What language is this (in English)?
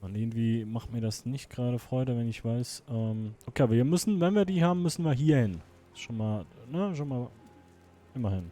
Swiss German